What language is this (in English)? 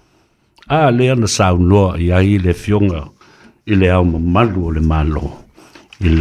Samoan